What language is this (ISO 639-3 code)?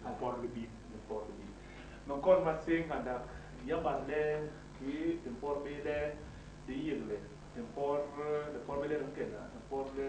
bas